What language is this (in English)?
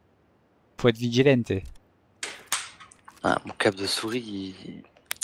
French